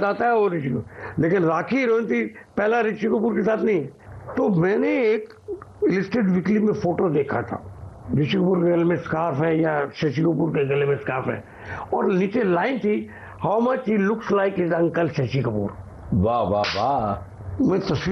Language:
Hindi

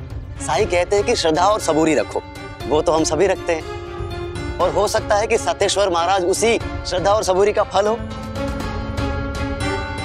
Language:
Hindi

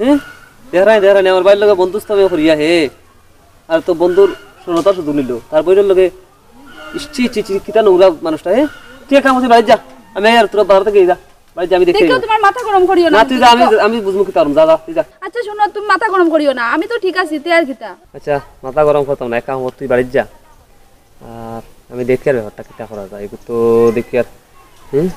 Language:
Sylheti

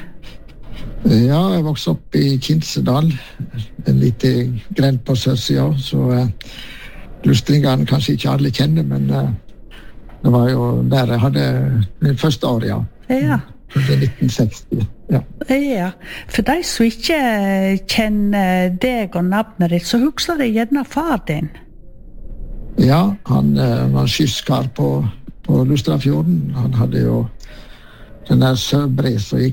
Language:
Norwegian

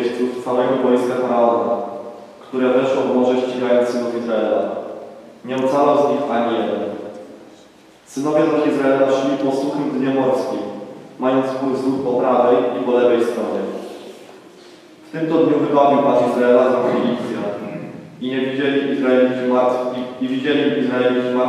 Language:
Polish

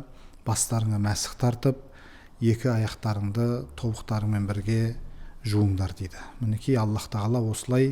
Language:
Kazakh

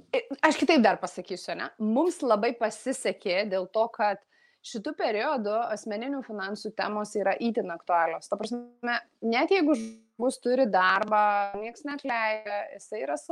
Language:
Lithuanian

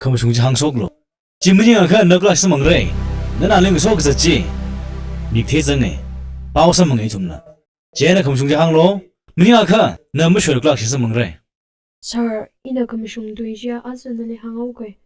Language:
Tangkhul Naga (India)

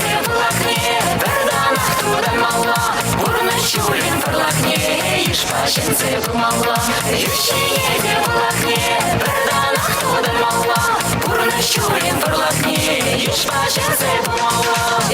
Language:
Chuvash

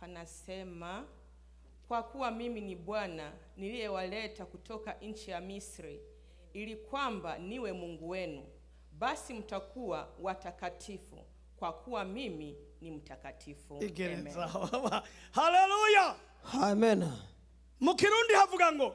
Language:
Rundi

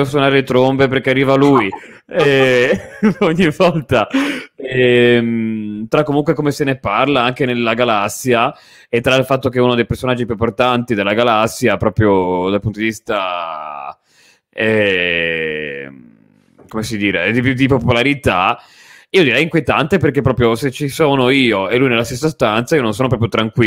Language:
Italian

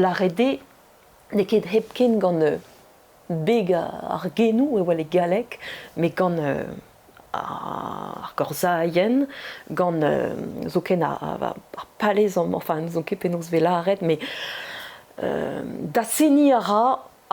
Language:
Breton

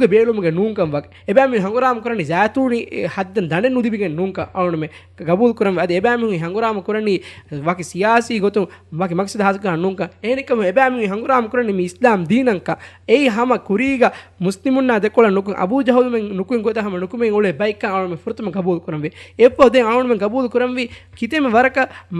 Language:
Divehi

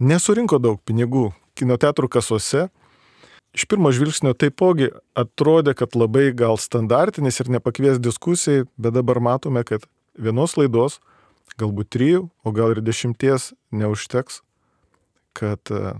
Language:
Lithuanian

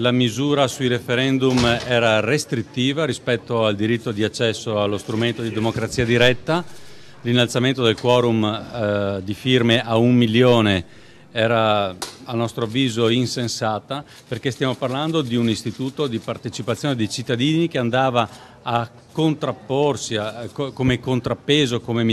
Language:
Italian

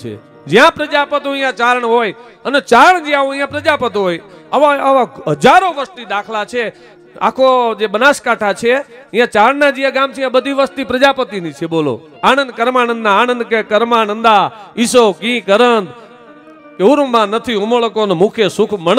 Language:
Gujarati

